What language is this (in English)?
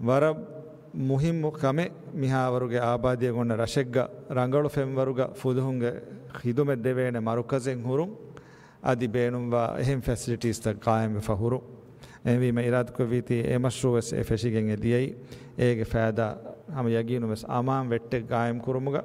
Divehi